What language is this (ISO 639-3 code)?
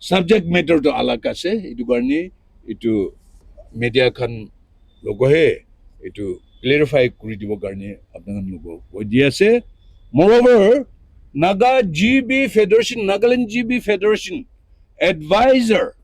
nag